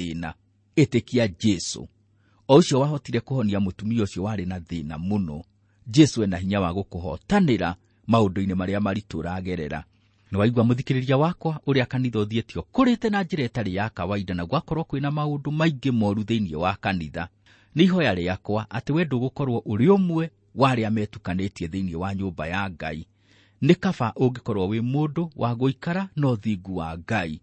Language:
Kikuyu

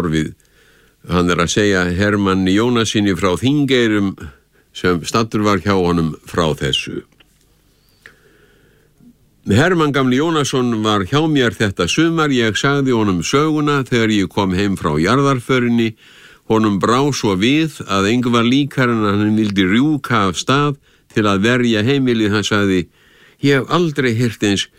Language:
Icelandic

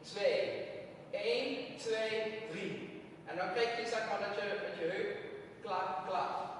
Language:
Limburgish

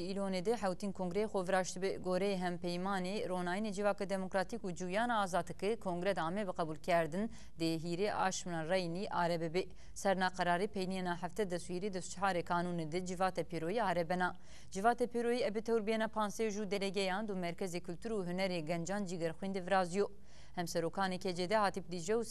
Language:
Zaza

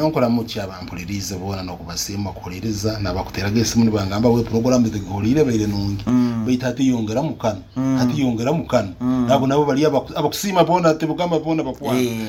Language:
Nyoro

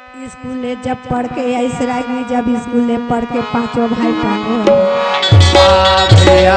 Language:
Chhattisgarhi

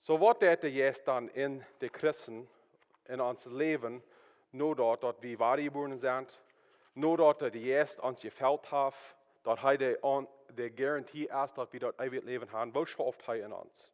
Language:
Plautdietsch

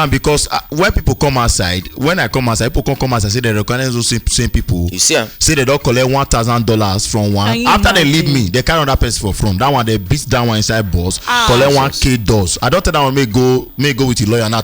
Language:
Nigerian Pidgin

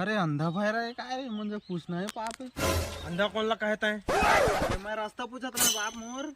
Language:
Chhattisgarhi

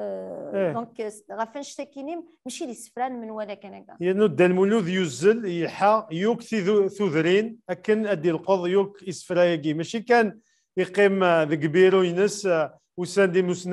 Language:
Kabyle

